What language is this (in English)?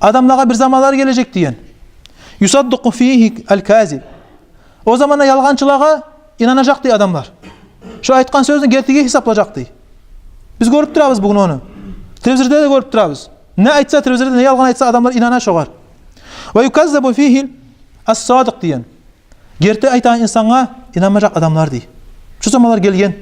Kumyk